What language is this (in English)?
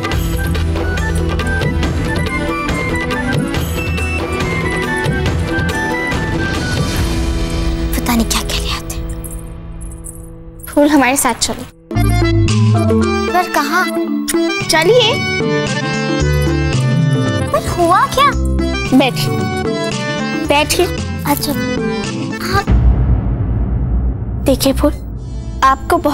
Hindi